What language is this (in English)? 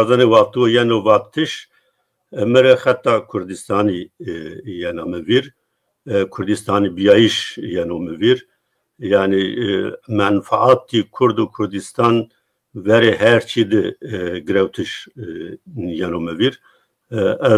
Zaza